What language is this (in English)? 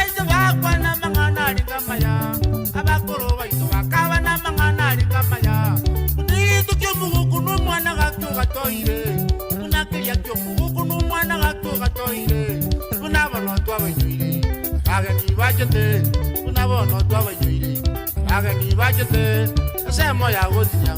Gusii